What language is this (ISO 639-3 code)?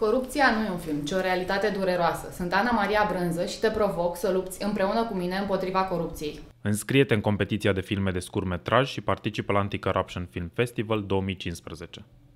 ron